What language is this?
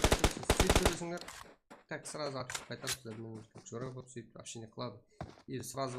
Kara-Kalpak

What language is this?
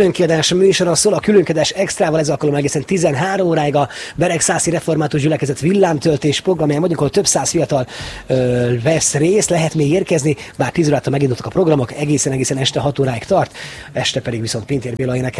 Hungarian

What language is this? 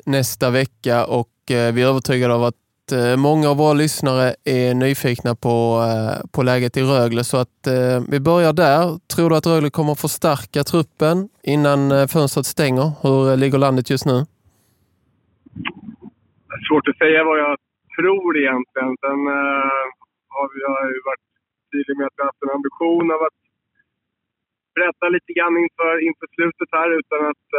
Swedish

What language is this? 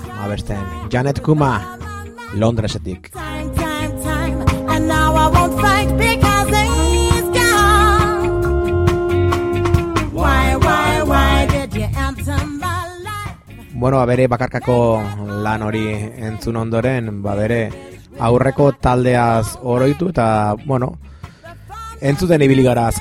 Basque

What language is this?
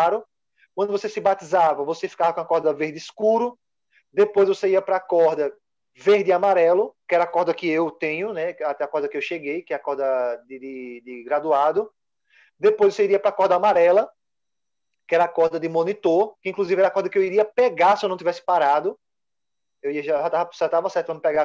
Portuguese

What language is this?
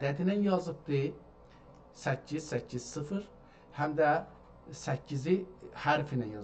South Azerbaijani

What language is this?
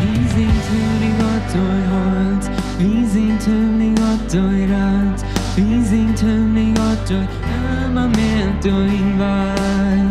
Plautdietsch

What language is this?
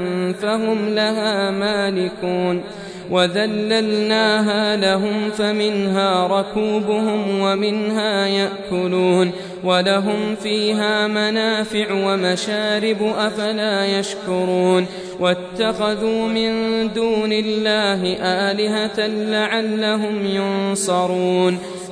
Arabic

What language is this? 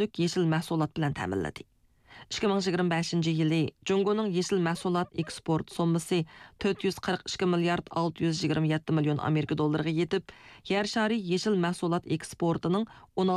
Uyghur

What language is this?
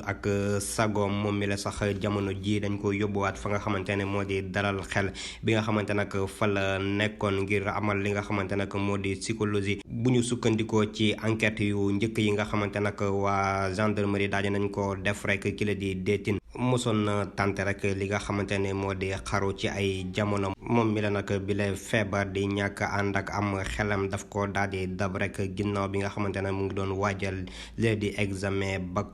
Wolof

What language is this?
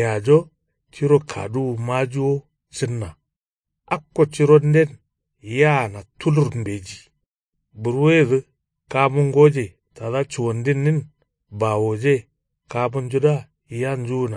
Kanuri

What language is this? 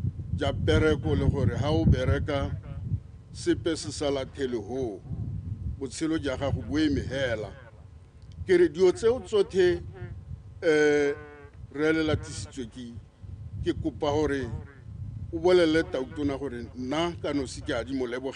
Tswana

